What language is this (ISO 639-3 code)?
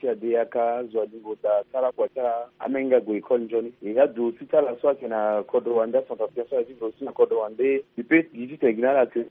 sag